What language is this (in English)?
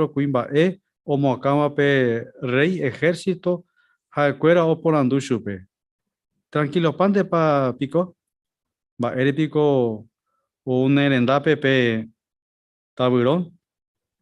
Guarani